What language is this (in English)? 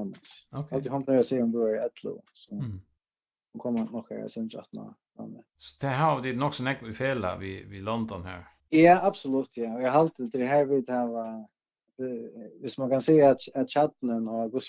Faroese